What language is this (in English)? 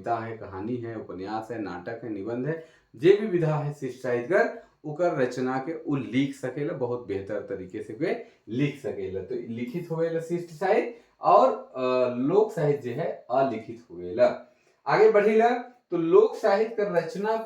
Sadri